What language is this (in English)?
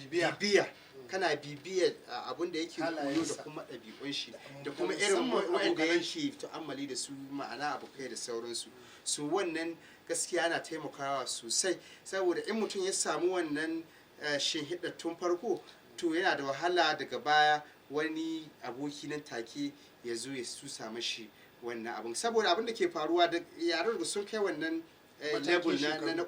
Hausa